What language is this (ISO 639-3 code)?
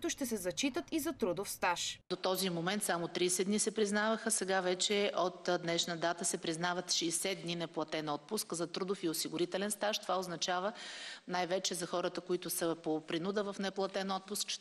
bul